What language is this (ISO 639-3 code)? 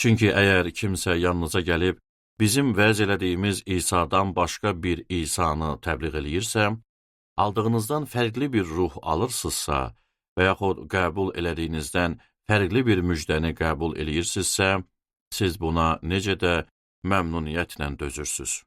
aze